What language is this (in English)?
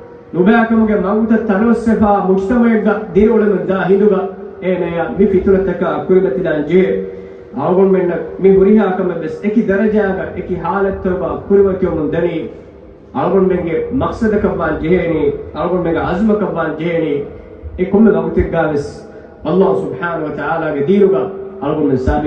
Divehi